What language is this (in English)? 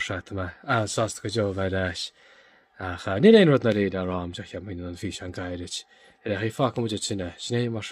Irish